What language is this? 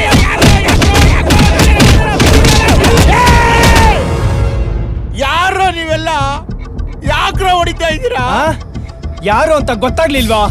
Kannada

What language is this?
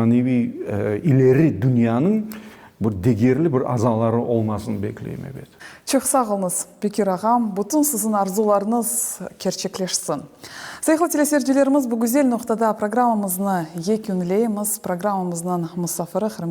Crimean Tatar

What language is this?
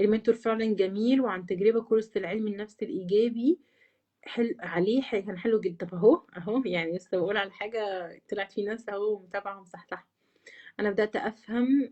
Egyptian Arabic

